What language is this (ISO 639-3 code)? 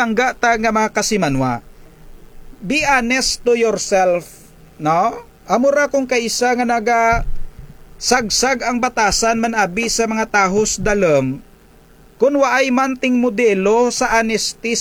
krj